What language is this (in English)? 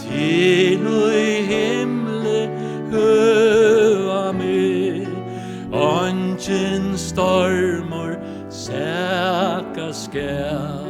Faroese